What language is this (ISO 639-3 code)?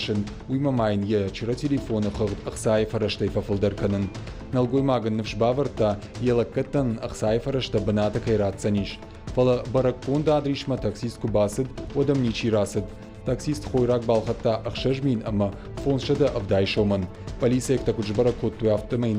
oss